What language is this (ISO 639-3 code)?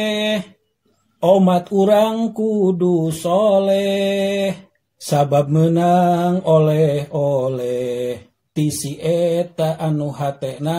sun